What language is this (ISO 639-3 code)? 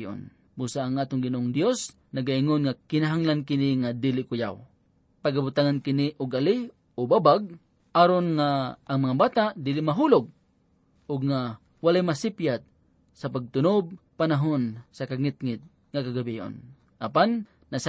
ceb